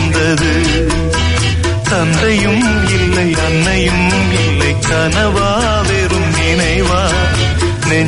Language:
Tamil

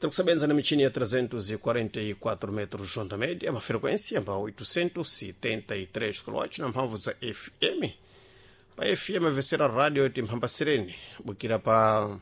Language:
Sena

